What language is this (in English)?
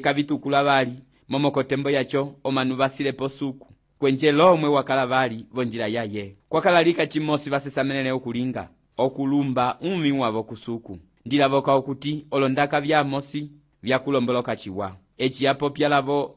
Umbundu